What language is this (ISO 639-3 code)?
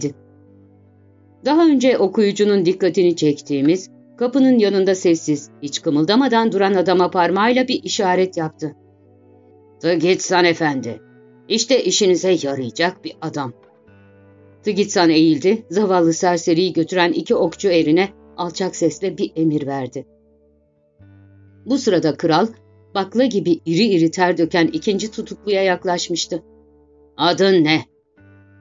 tur